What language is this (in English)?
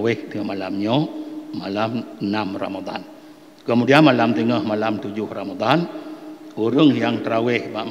Achinese